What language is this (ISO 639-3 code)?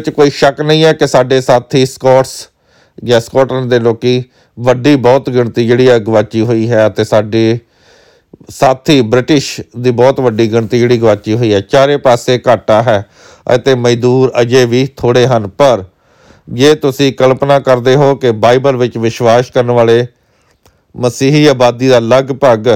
pan